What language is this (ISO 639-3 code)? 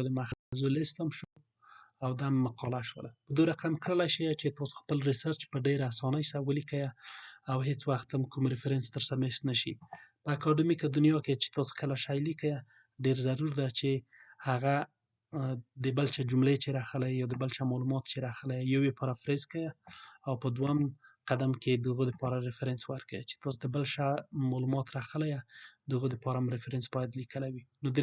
pus